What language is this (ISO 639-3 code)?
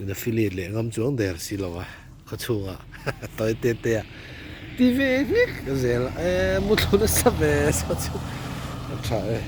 lus